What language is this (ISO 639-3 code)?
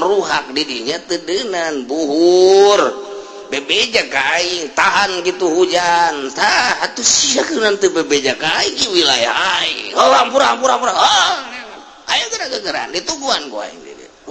sun